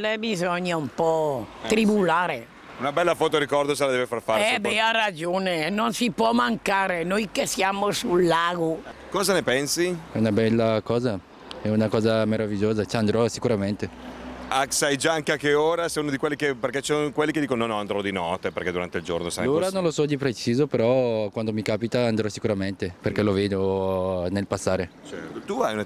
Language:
Italian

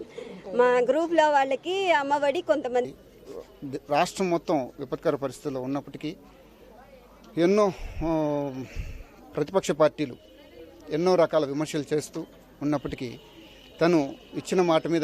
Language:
Telugu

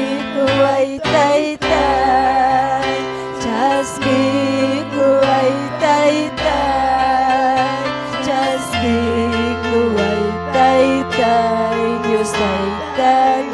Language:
Ayacucho Quechua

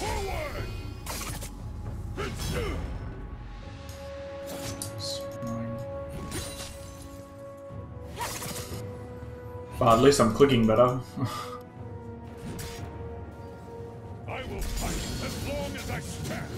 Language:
English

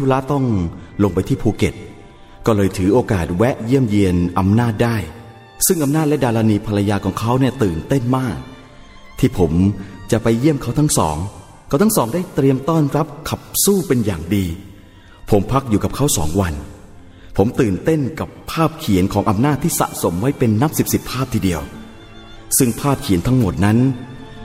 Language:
Thai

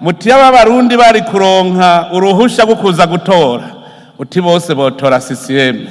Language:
Rundi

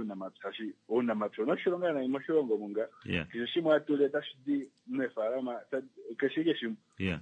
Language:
Kuanyama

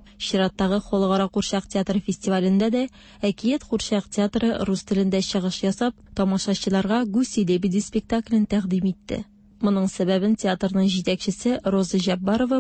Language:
Tatar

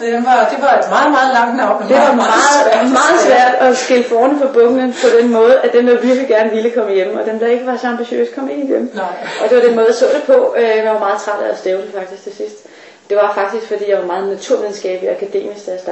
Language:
Danish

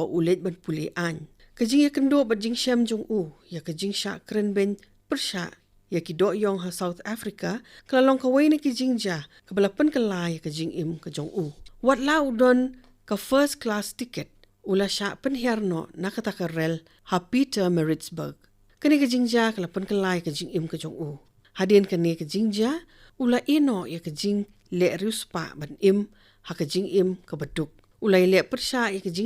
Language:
Khasi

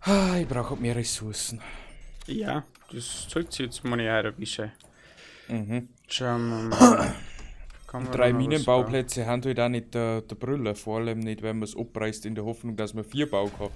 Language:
Bavarian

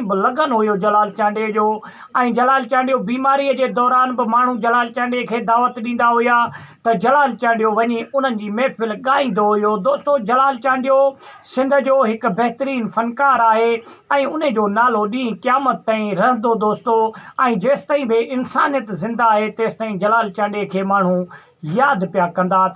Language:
Sindhi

